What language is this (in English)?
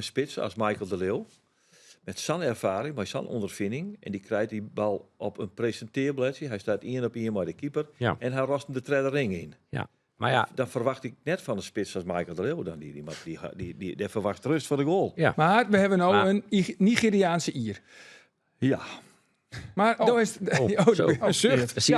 Western Frisian